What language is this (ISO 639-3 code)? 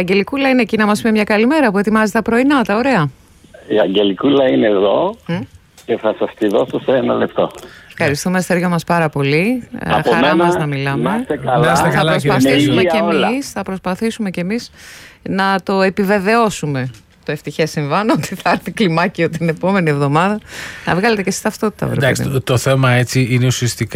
ell